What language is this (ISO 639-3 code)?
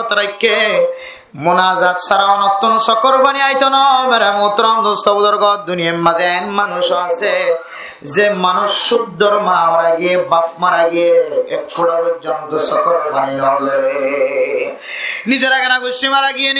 rhg